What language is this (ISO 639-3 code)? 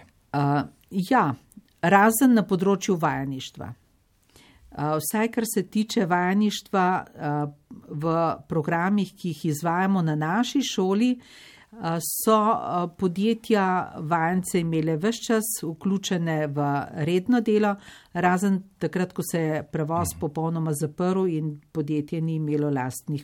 slv